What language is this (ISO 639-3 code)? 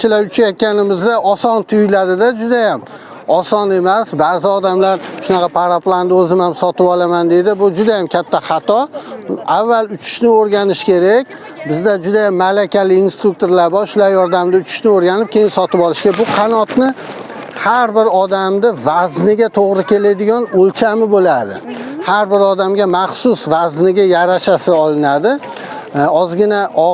uzb